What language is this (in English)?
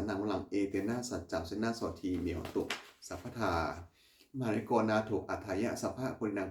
Pali